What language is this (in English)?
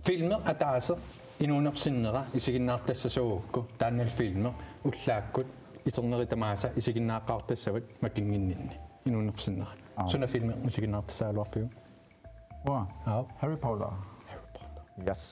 Kalaallisut